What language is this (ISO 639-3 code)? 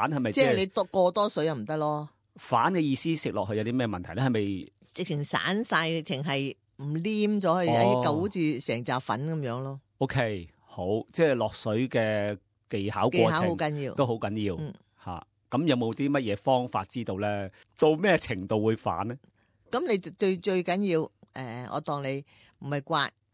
yue